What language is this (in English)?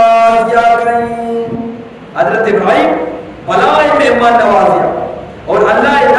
Eastern Balochi